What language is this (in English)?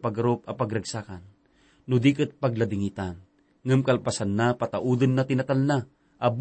Iloko